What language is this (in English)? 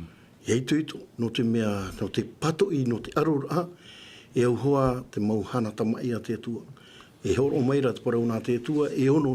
Tahitian